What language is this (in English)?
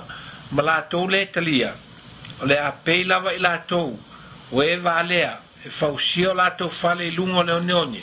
Samoan